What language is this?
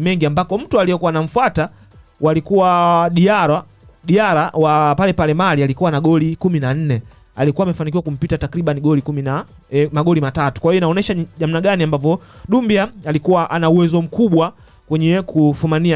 Swahili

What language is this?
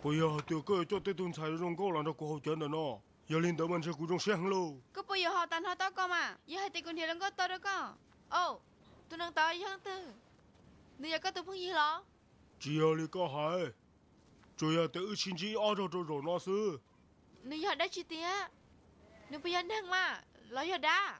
Hmong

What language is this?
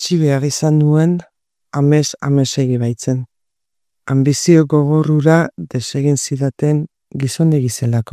Basque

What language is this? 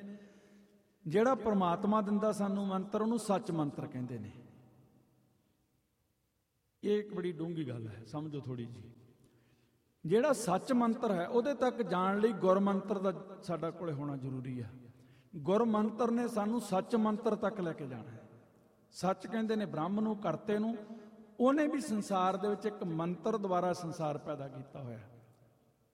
Punjabi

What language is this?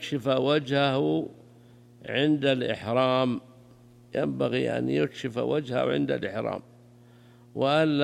Arabic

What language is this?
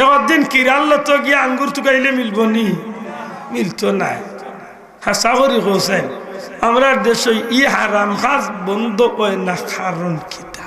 Sylheti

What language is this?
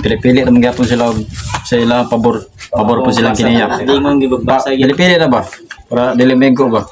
Cebuano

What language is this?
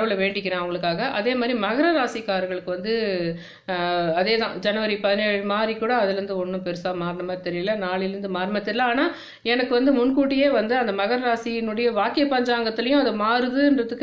Tamil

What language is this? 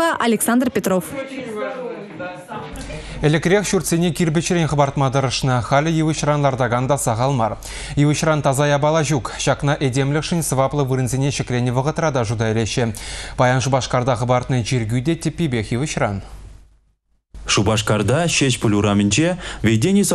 Chuvash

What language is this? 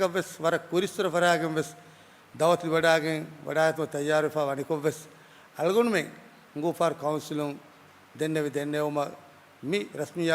Divehi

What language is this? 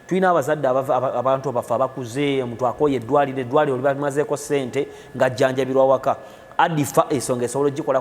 Ganda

